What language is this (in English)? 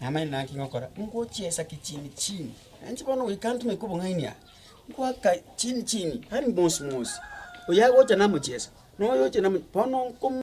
Gusii